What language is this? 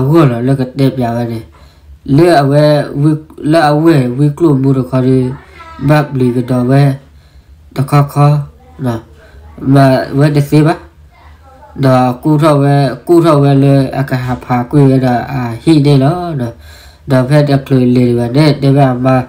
S'gaw Karen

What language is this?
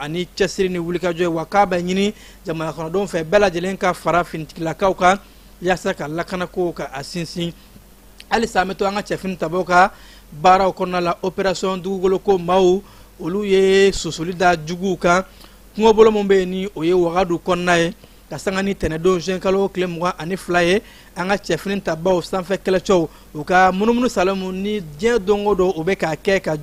Bambara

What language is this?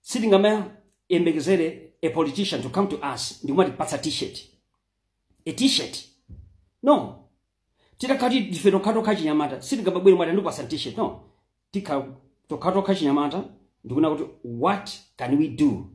Nyanja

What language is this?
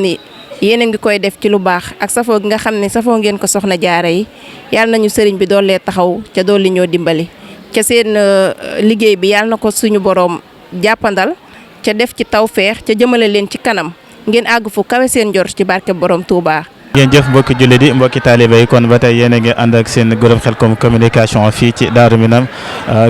Wolof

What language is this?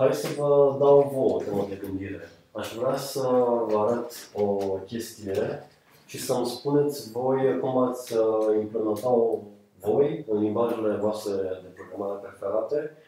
Romanian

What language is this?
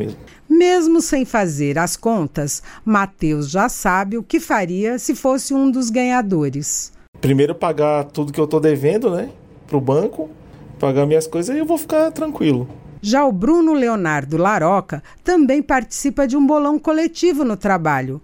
Portuguese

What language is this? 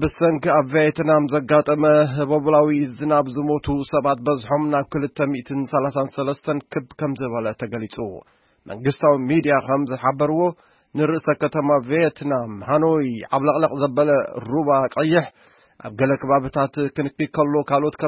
Tigrinya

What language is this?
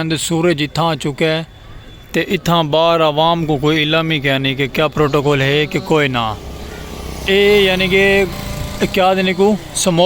Saraiki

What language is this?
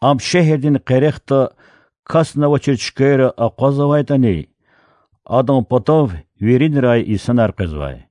Lezghian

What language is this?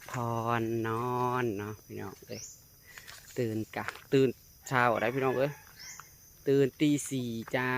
Northeastern Thai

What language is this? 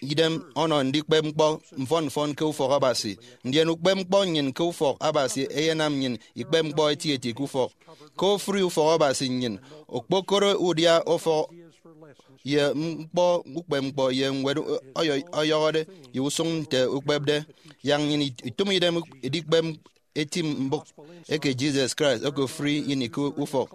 Efik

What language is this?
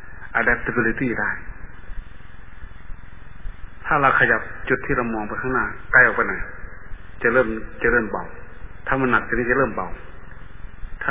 Thai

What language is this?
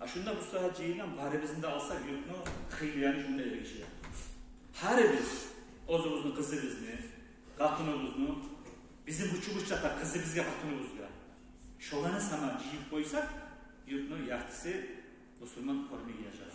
Kumyk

